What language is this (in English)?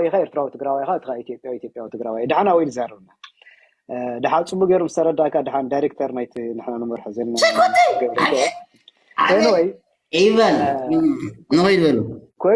Tigrinya